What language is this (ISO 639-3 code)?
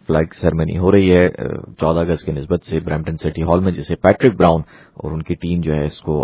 urd